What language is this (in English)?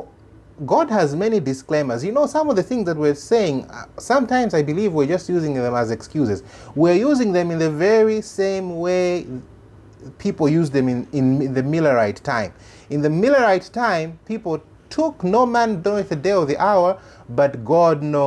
English